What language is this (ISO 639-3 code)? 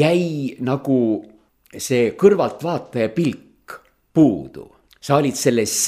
est